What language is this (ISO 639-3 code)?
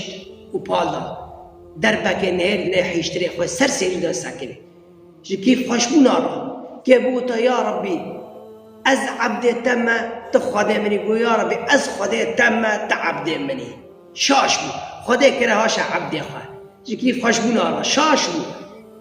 kur